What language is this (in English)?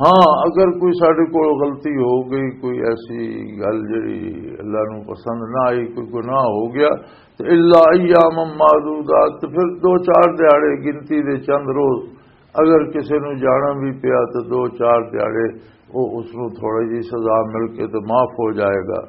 Western Panjabi